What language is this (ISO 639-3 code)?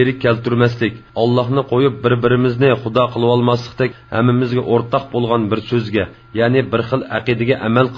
uig